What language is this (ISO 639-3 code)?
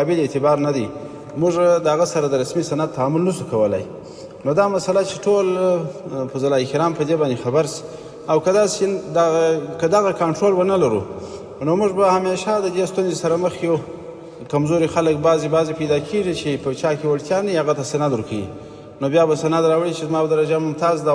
pus